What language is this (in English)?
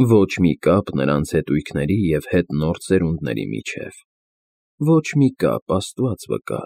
Armenian